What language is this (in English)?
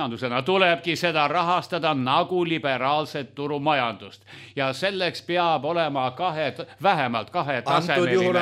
Estonian